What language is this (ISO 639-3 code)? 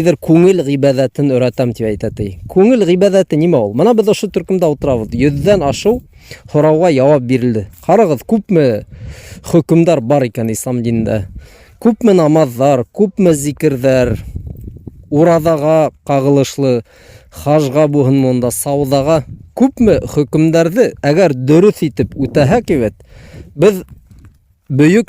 bak